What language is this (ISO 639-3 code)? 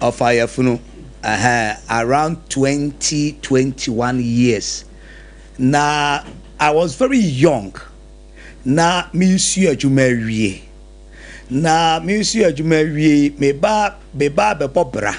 aka